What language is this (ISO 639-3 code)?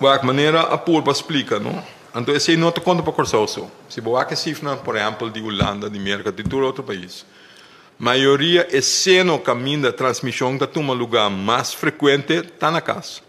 pap